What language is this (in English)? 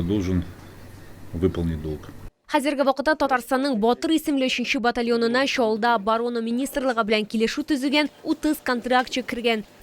Tatar